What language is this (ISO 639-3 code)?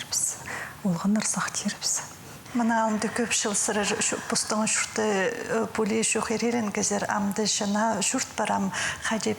kjh